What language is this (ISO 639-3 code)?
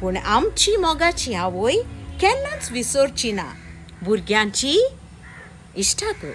kok